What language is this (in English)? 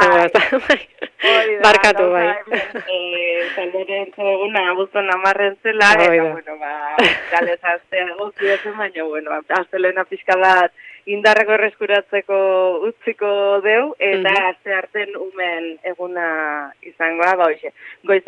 Basque